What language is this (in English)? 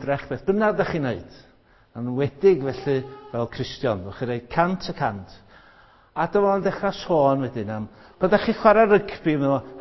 Welsh